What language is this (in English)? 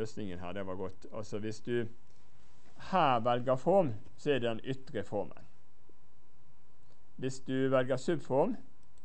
Norwegian